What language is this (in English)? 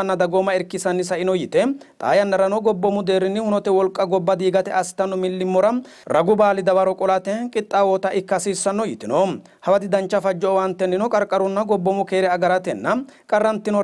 Sidamo